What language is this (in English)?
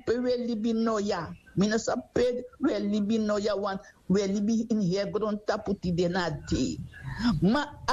Sranan Tongo